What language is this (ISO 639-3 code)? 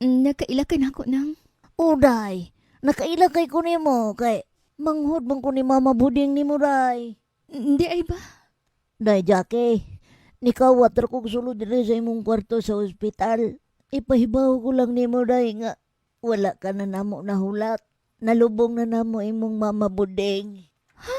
ceb